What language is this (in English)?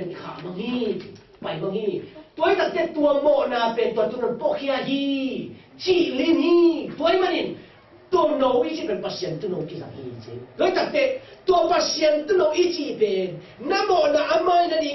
Tedim Chin